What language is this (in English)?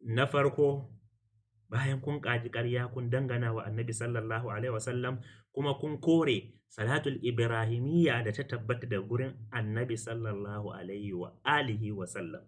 Hausa